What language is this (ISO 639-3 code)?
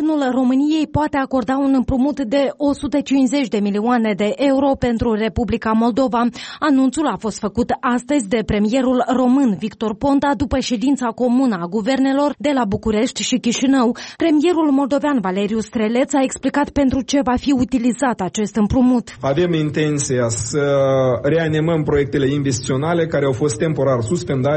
ron